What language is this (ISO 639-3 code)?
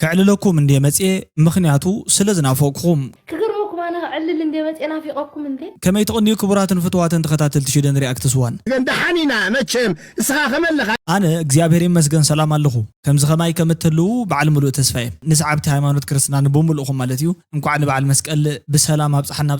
tir